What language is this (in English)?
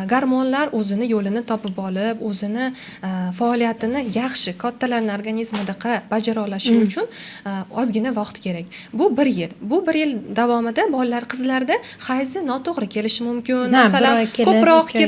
Uzbek